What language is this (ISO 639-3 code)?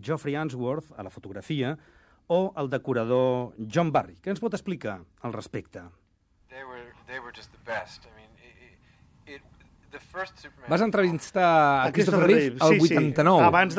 cat